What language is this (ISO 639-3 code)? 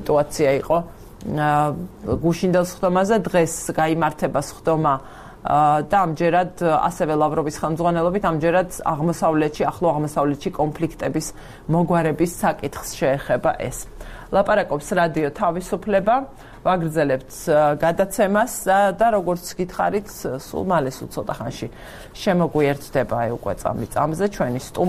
kat